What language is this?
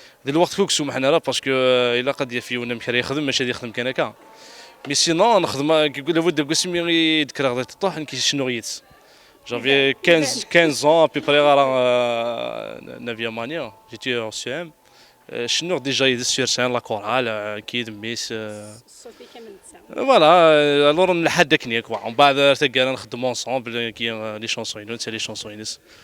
Kabyle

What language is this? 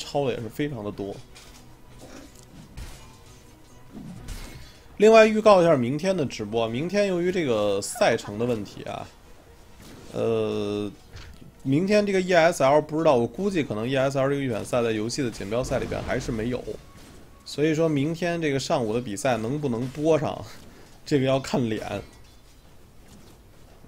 Chinese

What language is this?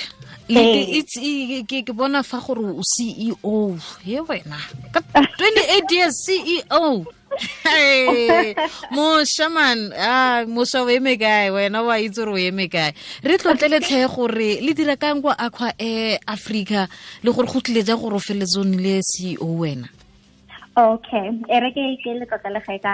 Tswana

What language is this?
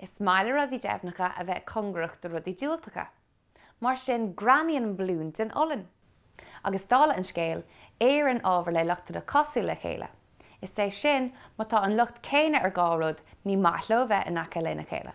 Irish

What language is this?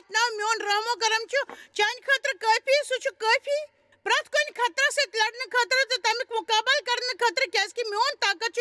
Kashmiri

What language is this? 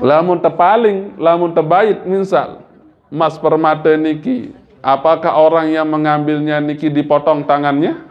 Sasak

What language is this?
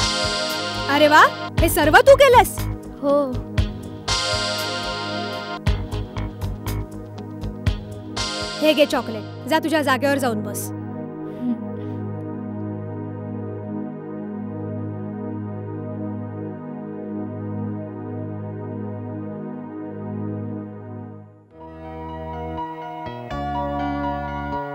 Marathi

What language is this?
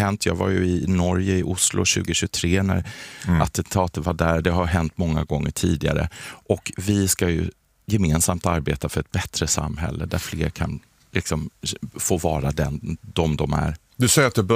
Swedish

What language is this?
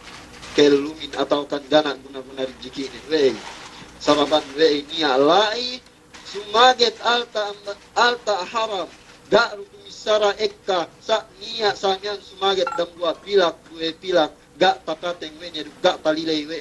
Yakan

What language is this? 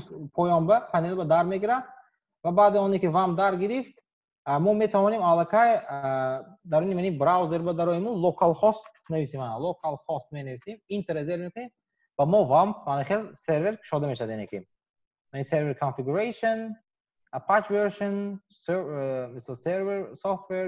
Tajik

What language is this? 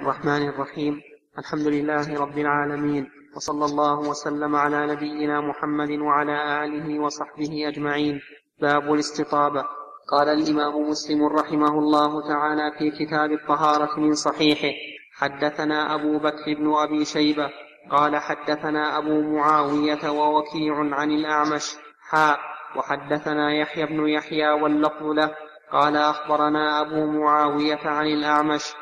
Arabic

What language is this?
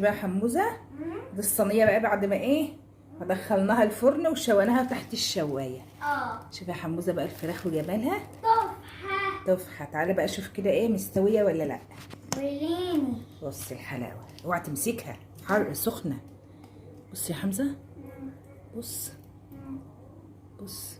Egyptian Arabic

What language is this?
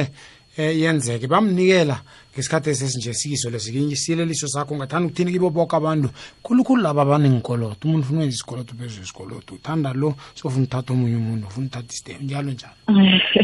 South Ndebele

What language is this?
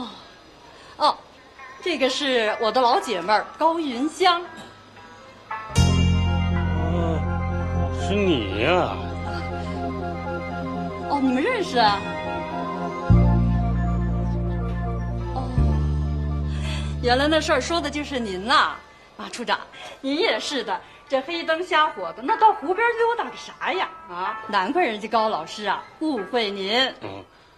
Chinese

